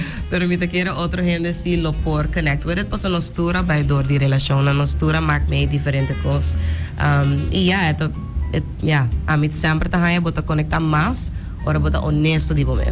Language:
Papiamento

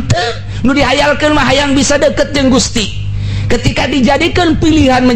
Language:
Sundanese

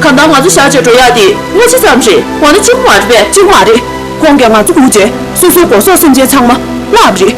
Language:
Tibetan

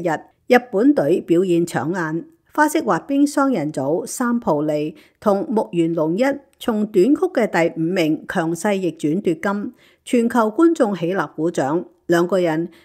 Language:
Cantonese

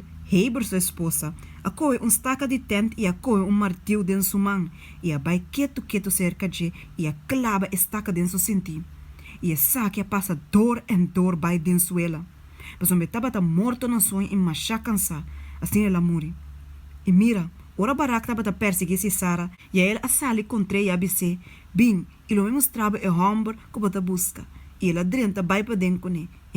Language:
Papiamento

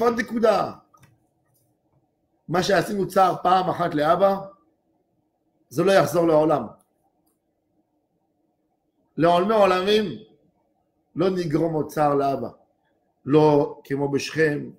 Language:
Hebrew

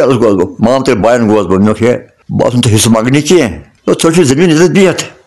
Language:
Kashmiri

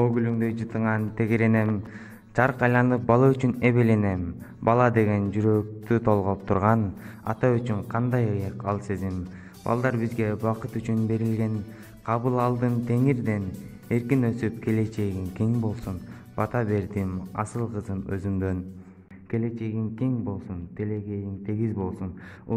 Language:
Kyrgyz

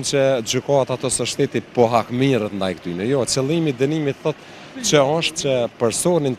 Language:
Albanian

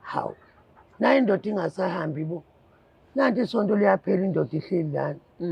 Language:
Zulu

